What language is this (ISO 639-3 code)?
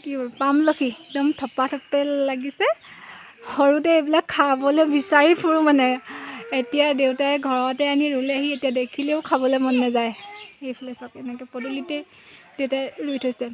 asm